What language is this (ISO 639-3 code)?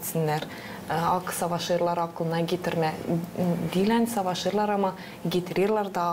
gag